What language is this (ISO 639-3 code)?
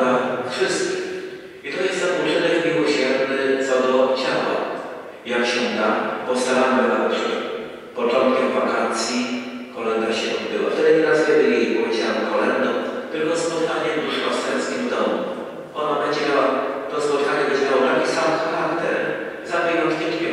pol